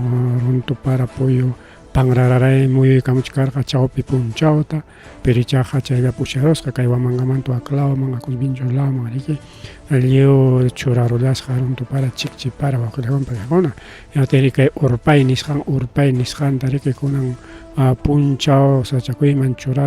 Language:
Ayacucho Quechua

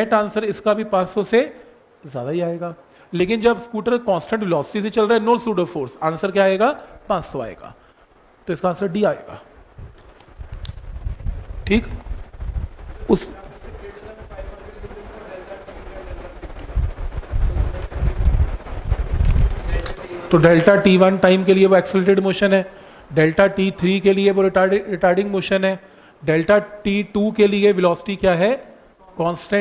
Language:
Hindi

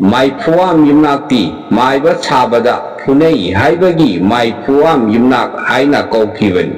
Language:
Manipuri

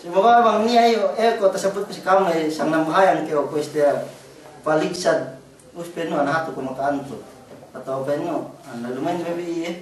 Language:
Yakan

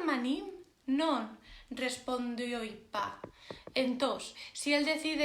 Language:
Asturian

